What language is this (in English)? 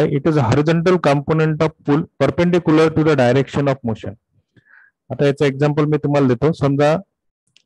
Marathi